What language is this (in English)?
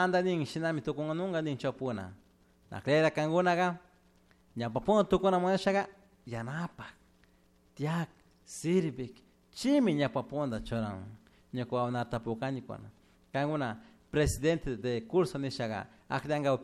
Chimborazo Highland Quichua